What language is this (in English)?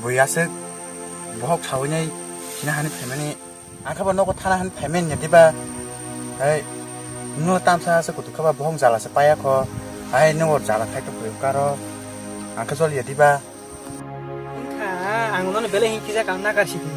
Kok Borok